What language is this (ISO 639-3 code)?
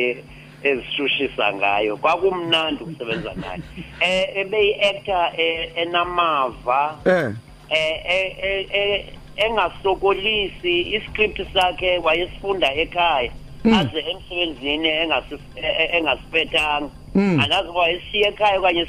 xho